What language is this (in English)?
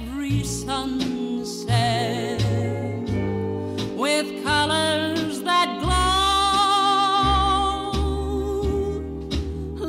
English